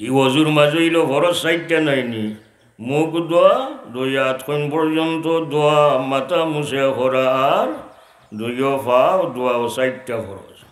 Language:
Sylheti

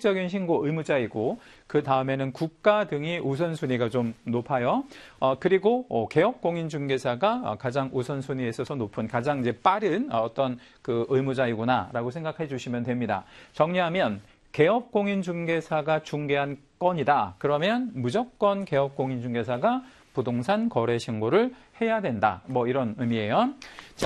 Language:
Korean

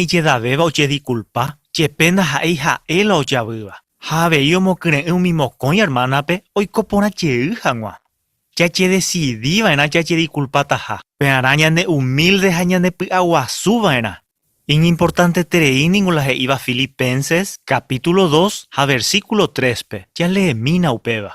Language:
Guarani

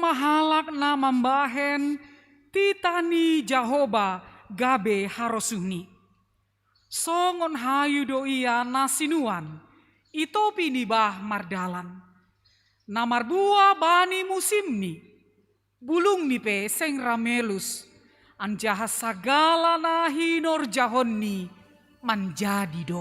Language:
Batak Simalungun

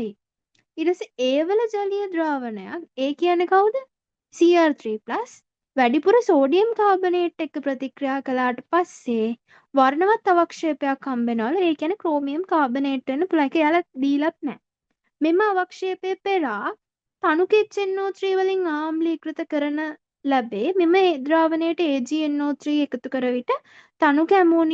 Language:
Sinhala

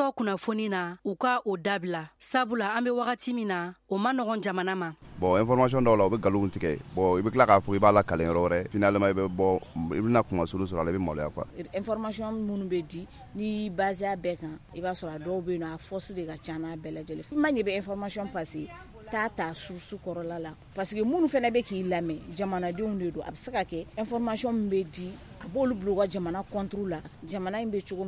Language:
Bambara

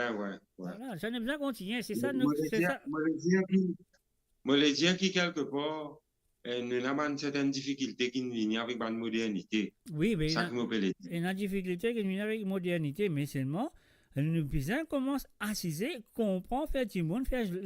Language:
Morisyen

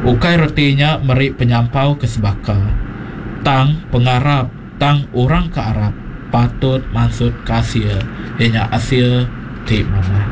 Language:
Iban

